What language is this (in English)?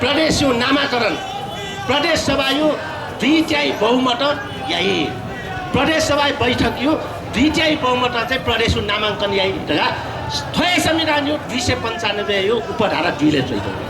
Newari